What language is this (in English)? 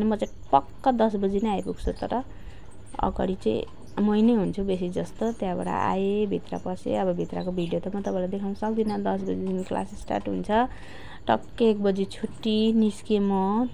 Nepali